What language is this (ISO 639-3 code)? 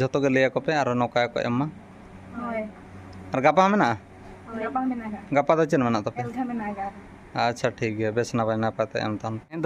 sat